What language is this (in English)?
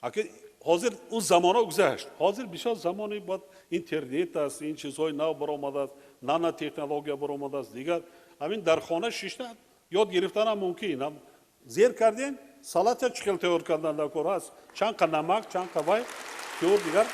Tajik